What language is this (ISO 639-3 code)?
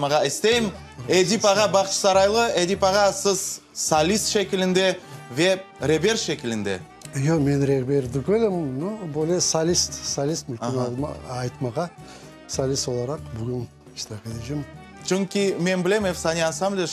crh